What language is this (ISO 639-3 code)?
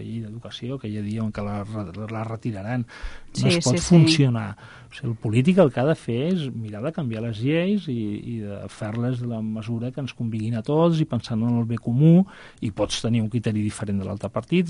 cat